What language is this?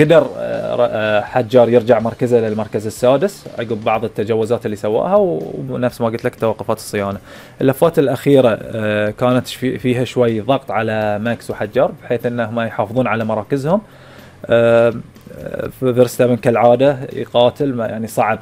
Gulf Arabic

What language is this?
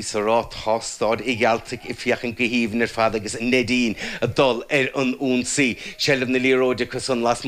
Irish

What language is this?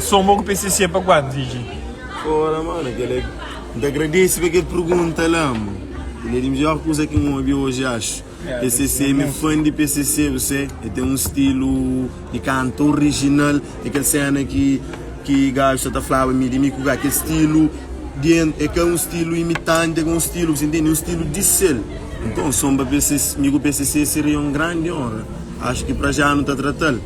Kabuverdianu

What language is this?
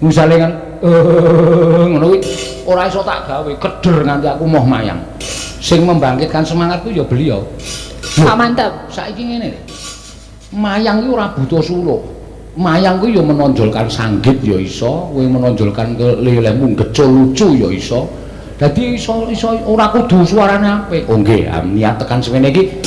Javanese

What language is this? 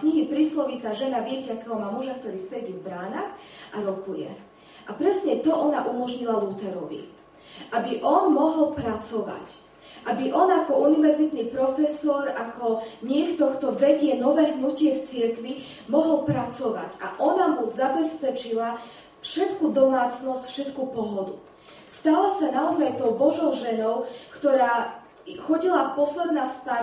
Slovak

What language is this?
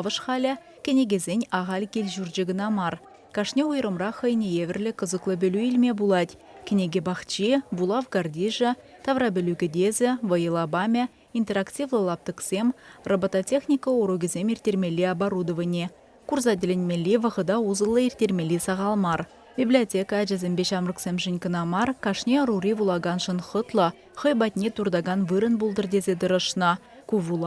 Chuvash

